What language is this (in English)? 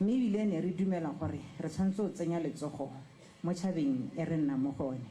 Tswana